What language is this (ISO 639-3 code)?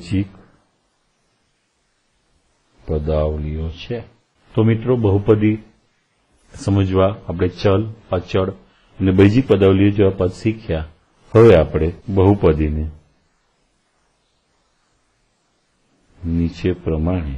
guj